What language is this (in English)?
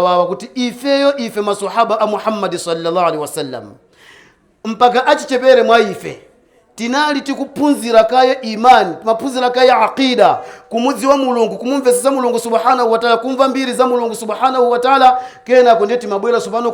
Nyanja